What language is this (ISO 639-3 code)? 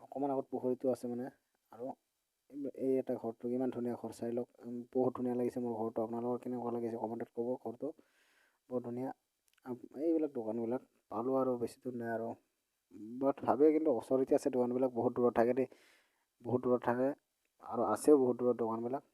asm